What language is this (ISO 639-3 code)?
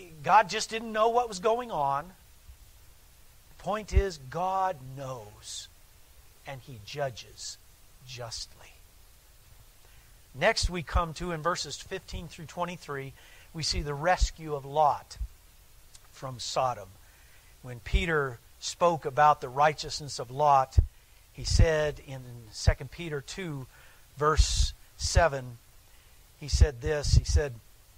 eng